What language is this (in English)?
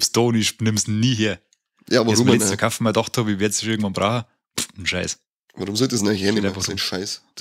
Bavarian